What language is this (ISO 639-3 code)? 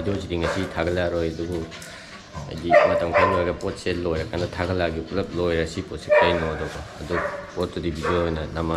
mni